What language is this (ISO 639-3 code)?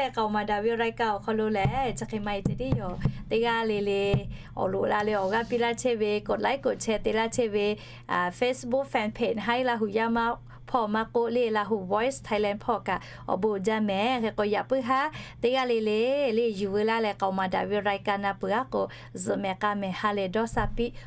lhu